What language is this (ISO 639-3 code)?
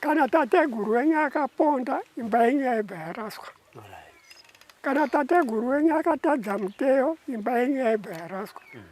sna